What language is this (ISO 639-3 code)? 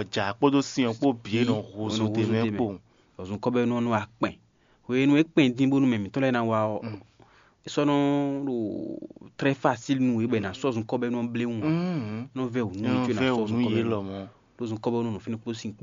fon